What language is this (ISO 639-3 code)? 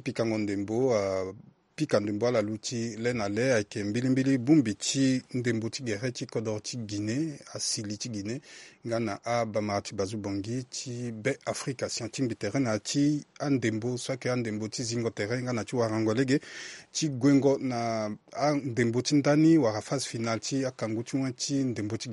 sag